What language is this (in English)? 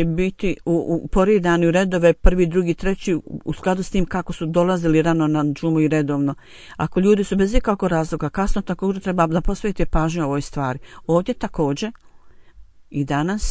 Bosnian